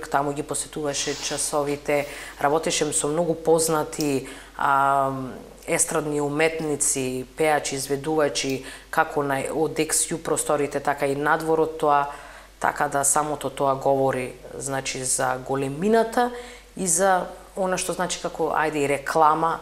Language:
Macedonian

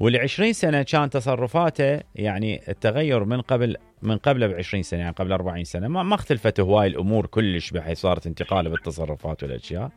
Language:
Mesopotamian Arabic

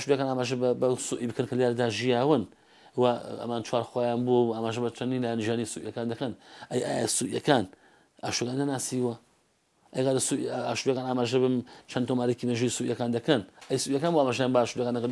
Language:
Central Kurdish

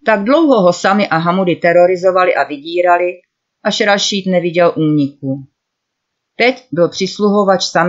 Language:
Czech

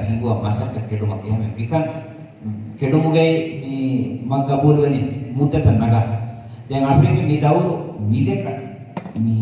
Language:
Divehi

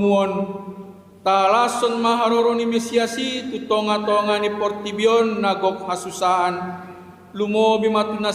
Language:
Batak Toba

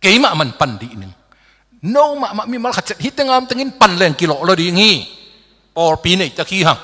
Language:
Tedim Chin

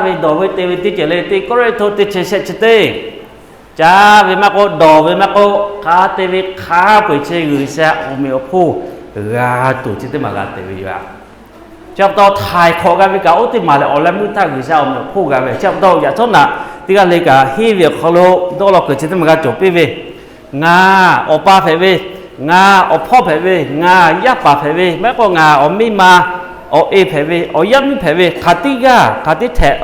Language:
Lahu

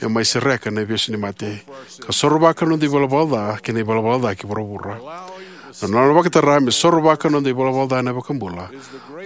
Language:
Fijian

